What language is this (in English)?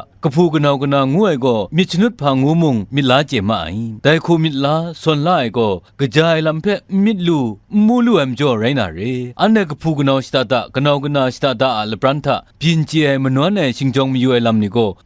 Kachin